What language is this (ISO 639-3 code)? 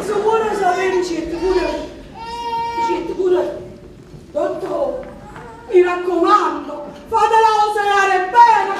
nap